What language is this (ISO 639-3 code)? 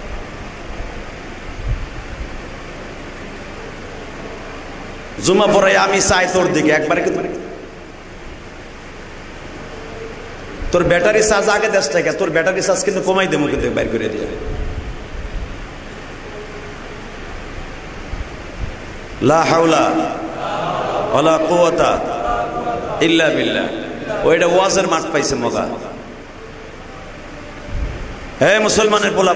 ben